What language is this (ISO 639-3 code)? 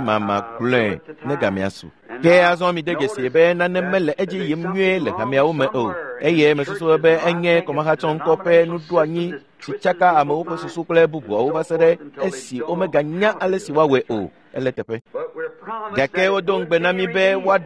ewe